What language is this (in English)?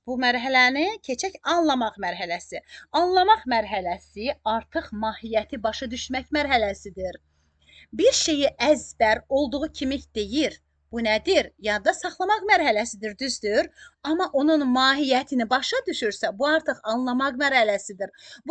Azerbaijani